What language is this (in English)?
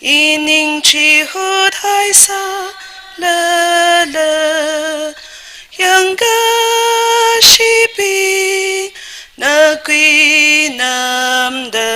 Tangkhul Naga (India)